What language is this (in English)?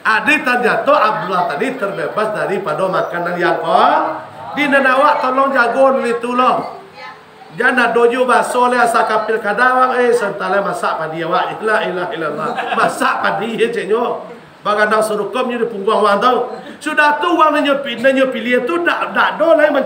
Minangkabau